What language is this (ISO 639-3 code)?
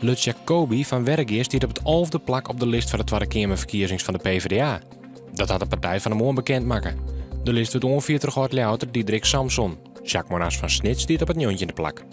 fry